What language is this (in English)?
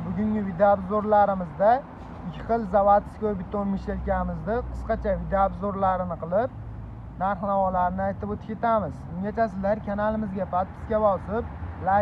Uzbek